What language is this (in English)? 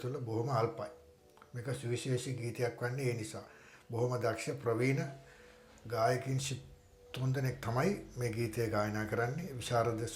Sinhala